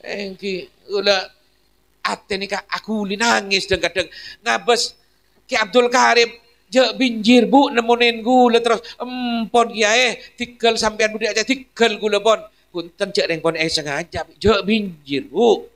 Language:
Madurese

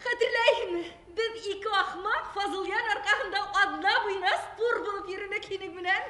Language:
Bashkir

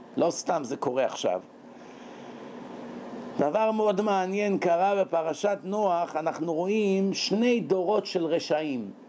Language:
Hebrew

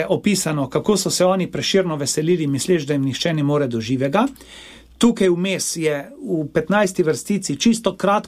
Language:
Slovenian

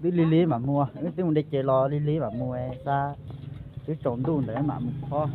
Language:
Hmong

